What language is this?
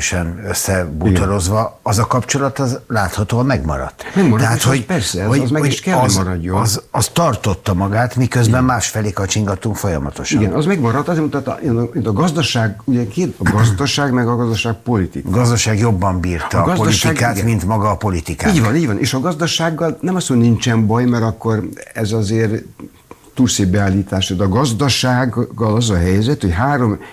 Hungarian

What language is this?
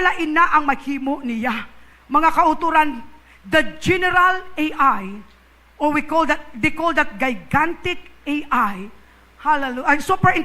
Hiligaynon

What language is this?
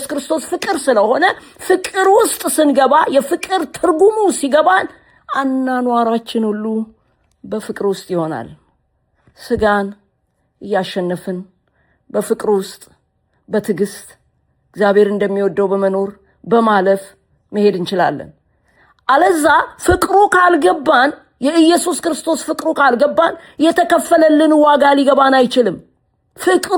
Amharic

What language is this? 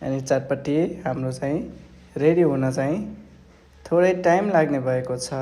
Nepali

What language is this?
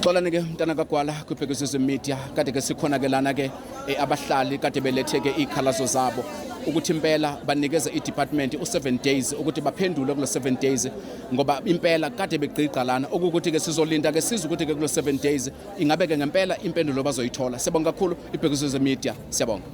Zulu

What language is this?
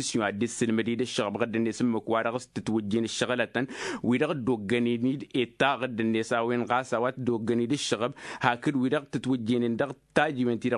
Tamasheq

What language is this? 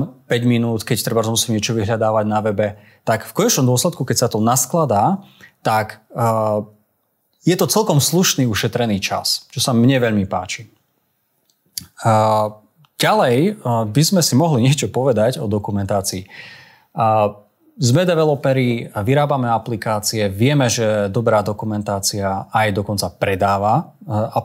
Slovak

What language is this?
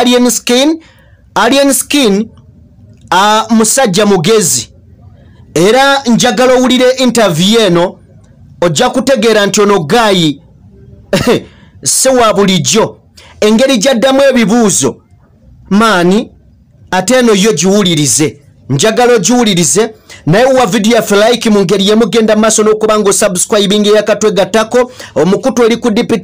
Ganda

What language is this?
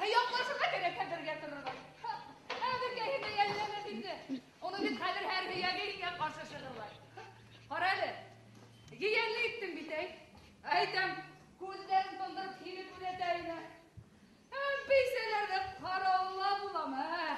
Bashkir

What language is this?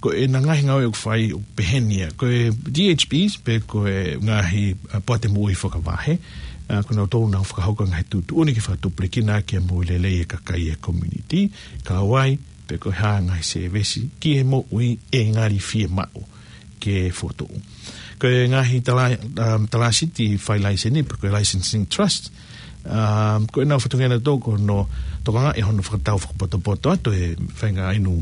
Tongan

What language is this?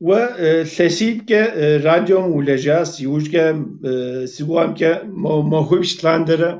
Kabardian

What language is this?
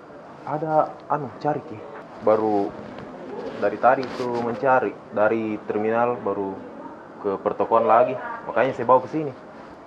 Makassar Malay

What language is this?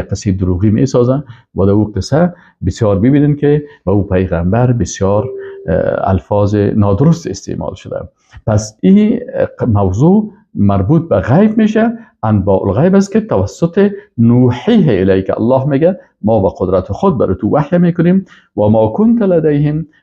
Persian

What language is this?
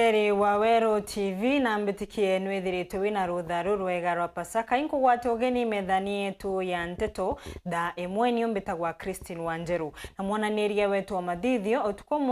Meru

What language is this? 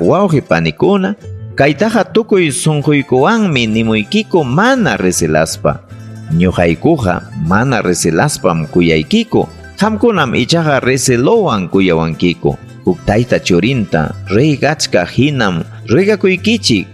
Ayacucho Quechua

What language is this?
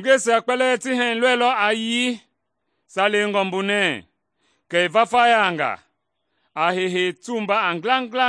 Mende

